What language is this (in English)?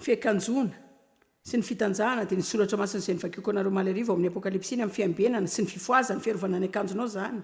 Malagasy